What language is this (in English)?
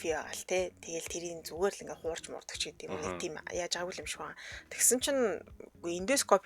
Mongolian